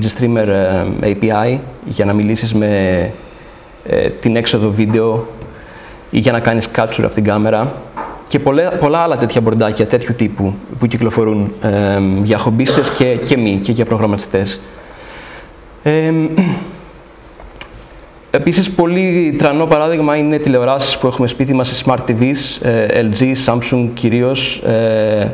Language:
Greek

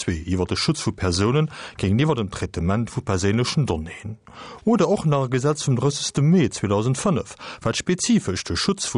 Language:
Luxembourgish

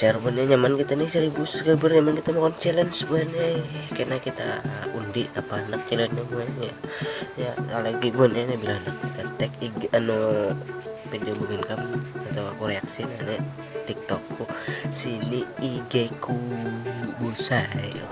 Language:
Banjar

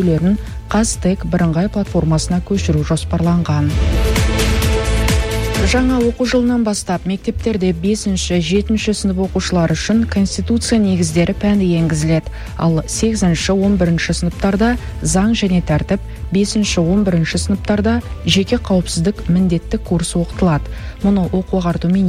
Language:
Kazakh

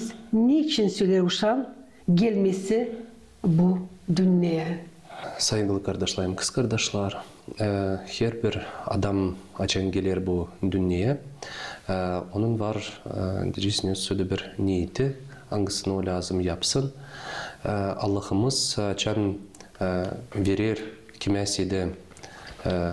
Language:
Gagauz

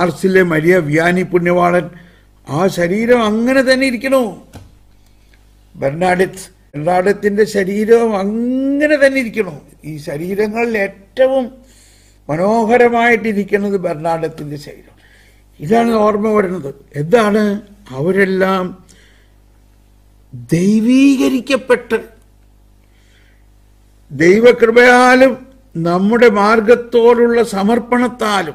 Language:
Malayalam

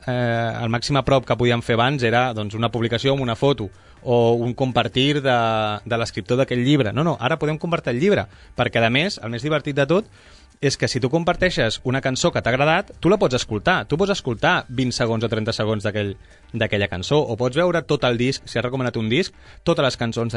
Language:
Catalan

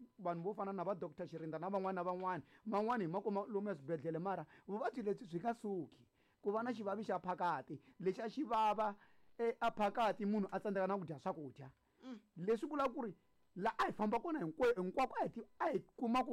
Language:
Tsonga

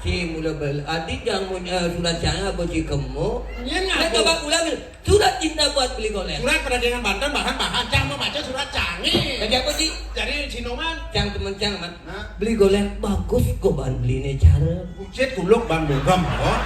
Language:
Balinese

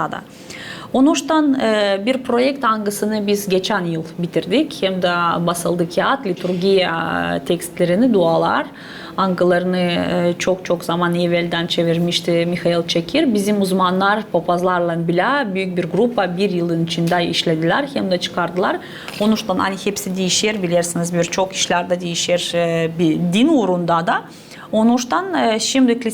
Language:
Gagauz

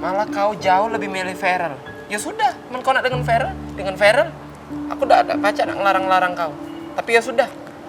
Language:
Musi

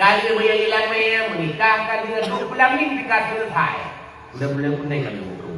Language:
Achinese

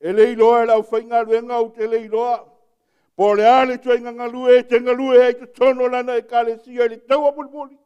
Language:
Samoan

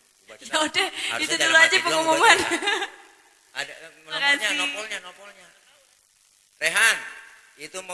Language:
Betawi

